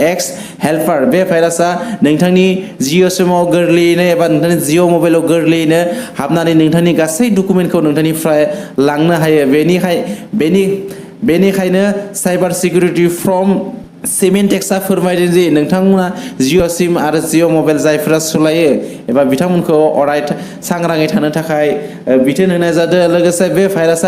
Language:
Bodo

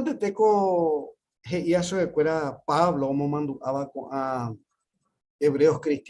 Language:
Guarani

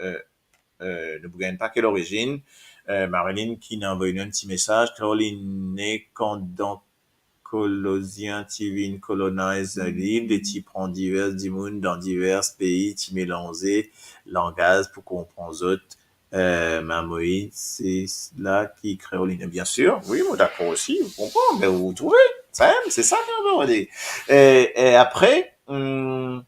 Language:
Morisyen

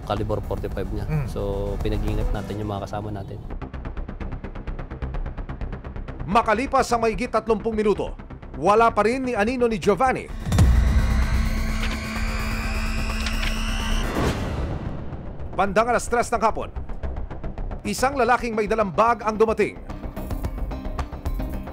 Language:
Filipino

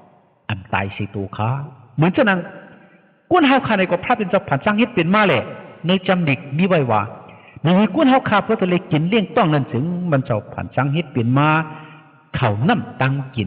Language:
Shan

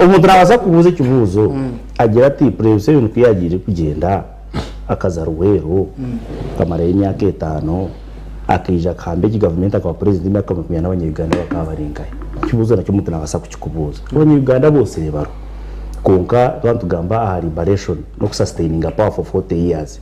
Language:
Nyankole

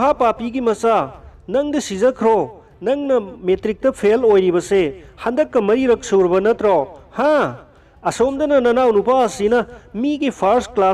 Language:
Manipuri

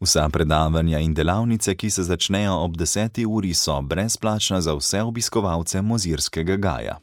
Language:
Slovenian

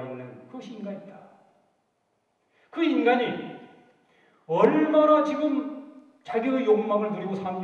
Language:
Korean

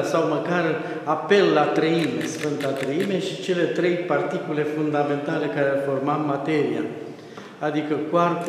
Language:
Romanian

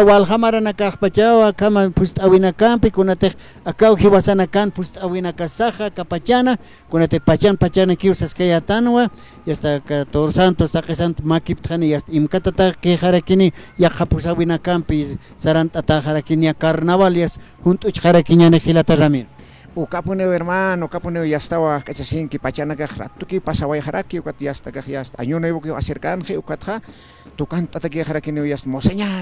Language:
Aymara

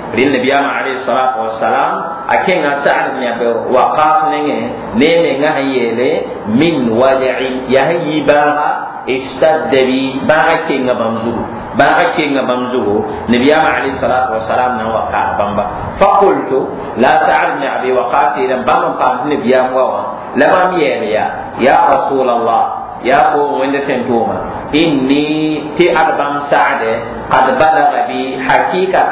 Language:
Mossi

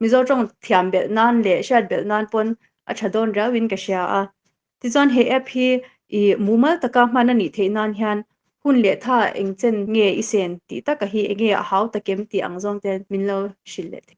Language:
Mizo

